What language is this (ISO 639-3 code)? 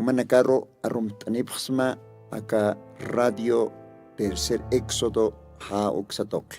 aym